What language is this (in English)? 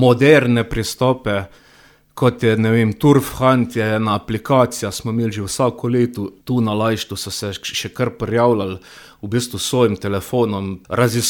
Slovenian